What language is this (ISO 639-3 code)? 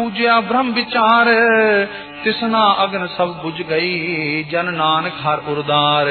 pan